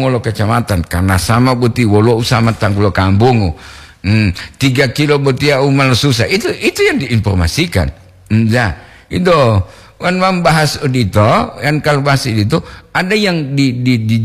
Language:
Gorontalo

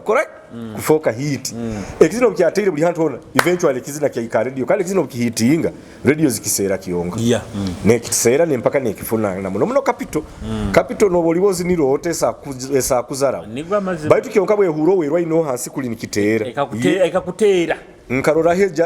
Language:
Nyoro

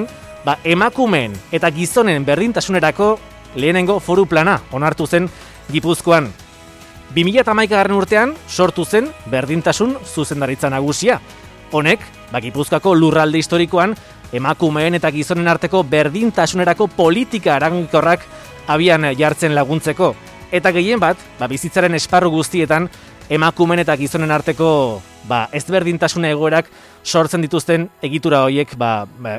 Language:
Basque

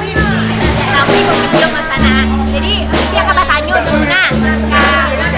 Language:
Minangkabau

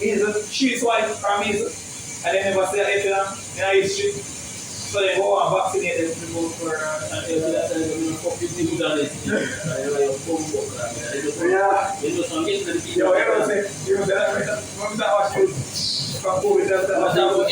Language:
Jamaican Creole English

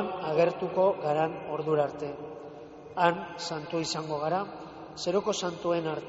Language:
Basque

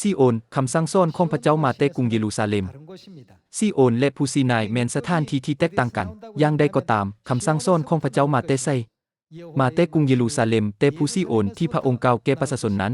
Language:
Lao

